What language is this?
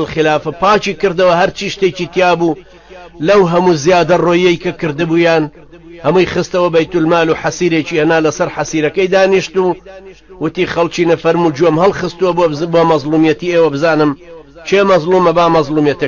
Central Kurdish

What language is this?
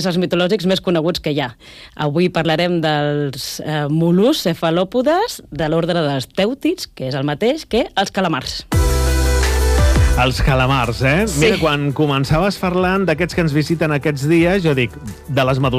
Catalan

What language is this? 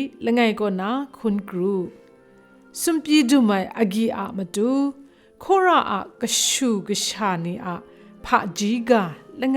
Kachin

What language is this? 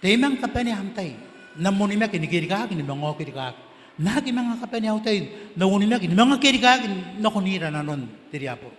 Gilbertese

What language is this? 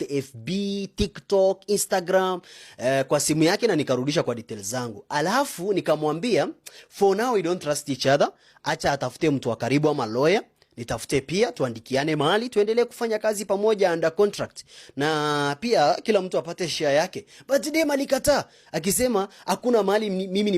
Swahili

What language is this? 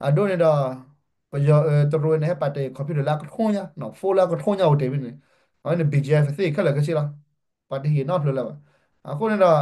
S'gaw Karen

